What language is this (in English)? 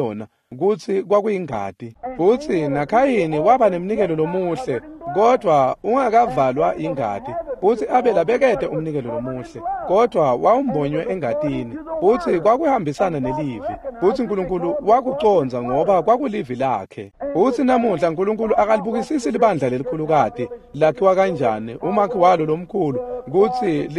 Swati